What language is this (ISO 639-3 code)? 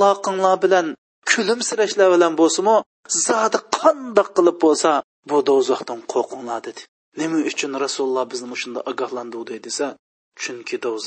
uig